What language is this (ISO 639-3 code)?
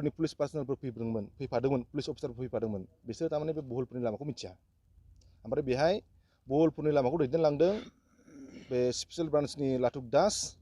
brx